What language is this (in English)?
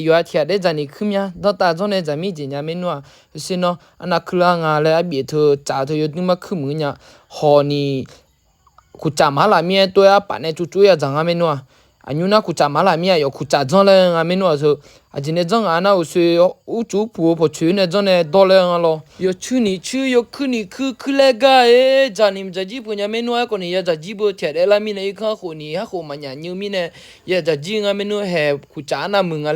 Akha